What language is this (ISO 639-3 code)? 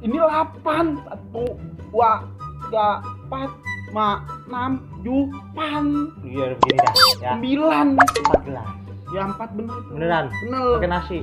bew